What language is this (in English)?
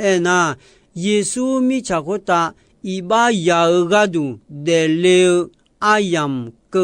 Akha